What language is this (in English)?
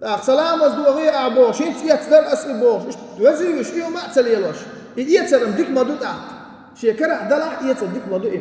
Chechen